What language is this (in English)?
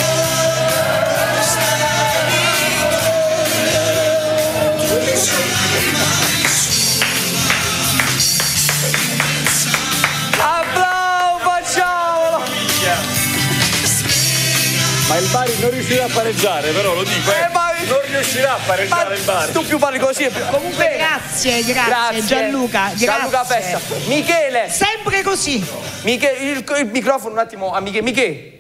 Italian